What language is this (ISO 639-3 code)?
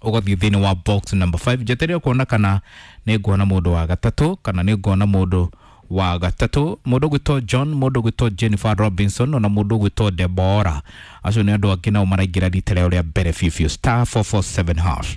kik